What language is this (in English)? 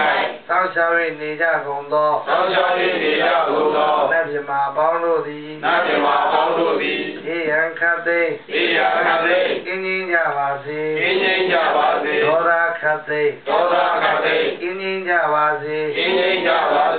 Burmese